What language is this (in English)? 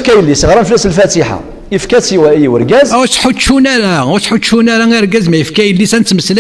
Kabyle